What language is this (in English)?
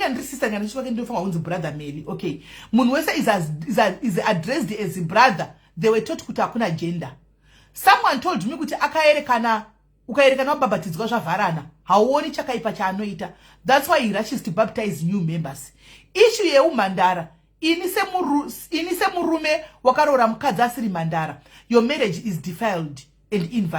Shona